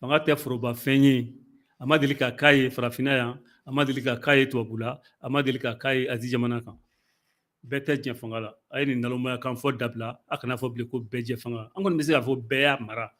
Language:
Bambara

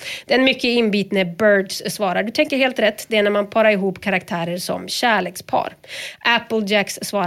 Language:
Swedish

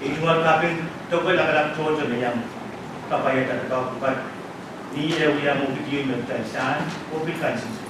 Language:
Pohnpeian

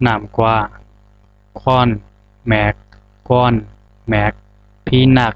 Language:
Zhuang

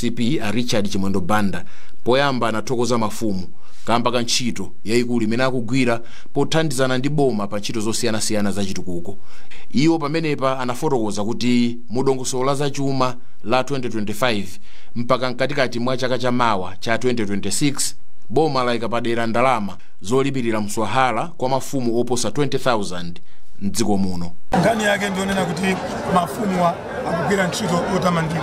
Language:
Nyanja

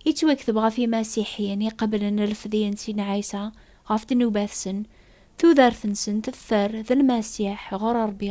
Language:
Kabyle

